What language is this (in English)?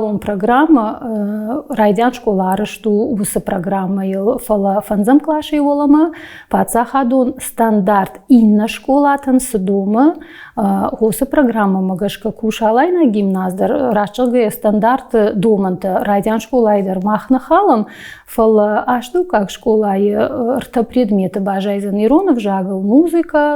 Ossetic